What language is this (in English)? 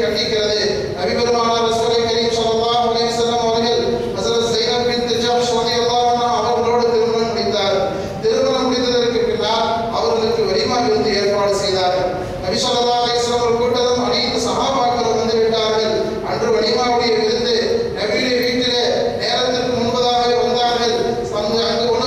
Tamil